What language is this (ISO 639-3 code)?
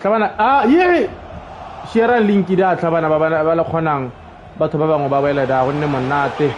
tsn